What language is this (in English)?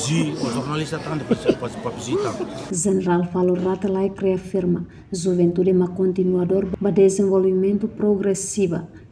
Tetum